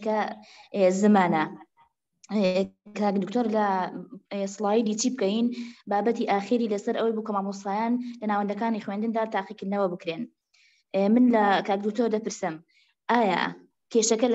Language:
Central Kurdish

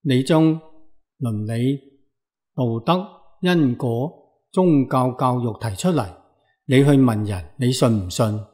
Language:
Cantonese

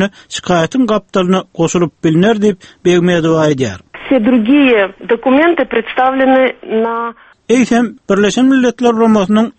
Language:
Turkmen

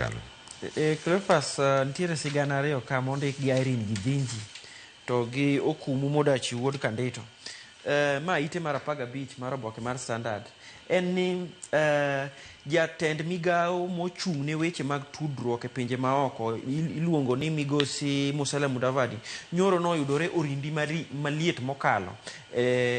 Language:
Luo (Kenya and Tanzania)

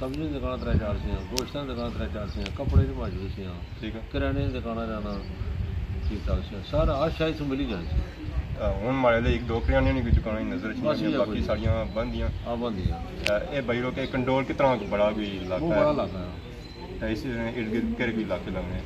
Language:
Pahari-Potwari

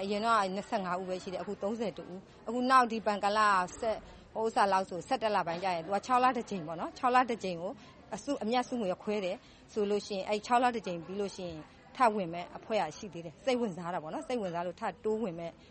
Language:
Burmese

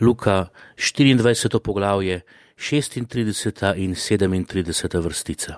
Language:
Slovenian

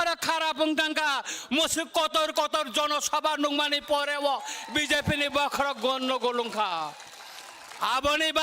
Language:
Kok Borok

